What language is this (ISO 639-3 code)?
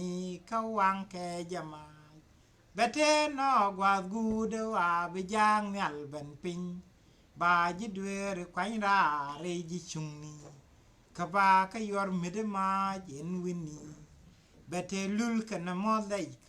nus